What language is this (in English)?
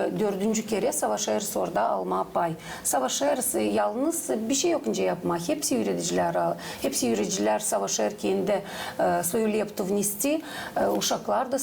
Gagauz